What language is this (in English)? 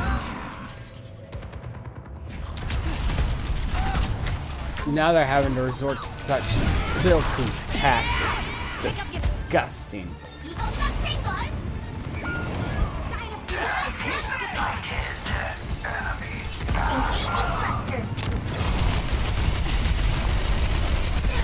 English